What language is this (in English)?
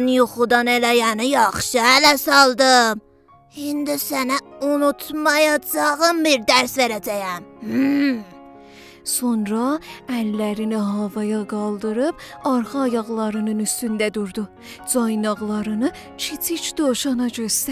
South Azerbaijani